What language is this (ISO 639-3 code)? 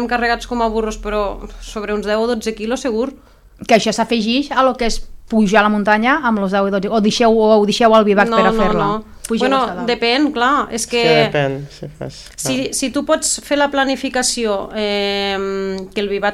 cat